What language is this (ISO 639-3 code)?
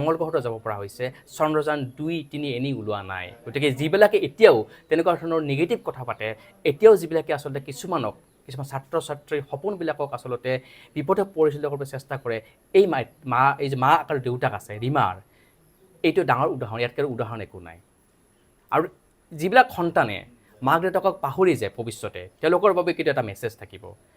asm